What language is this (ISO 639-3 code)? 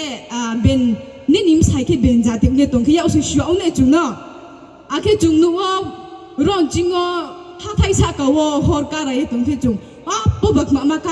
ria